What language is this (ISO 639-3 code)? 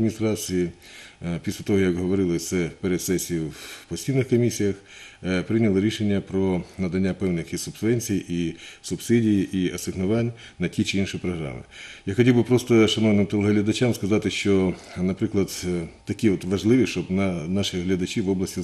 ukr